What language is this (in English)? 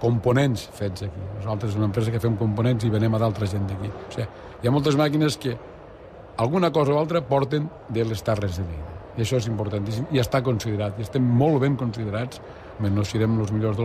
Catalan